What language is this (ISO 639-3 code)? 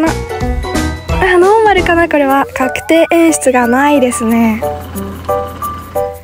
jpn